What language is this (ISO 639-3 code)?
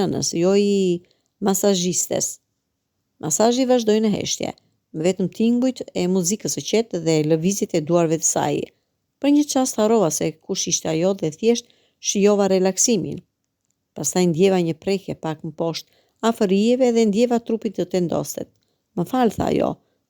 sqi